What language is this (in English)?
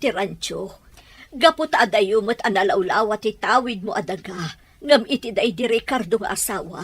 Iloko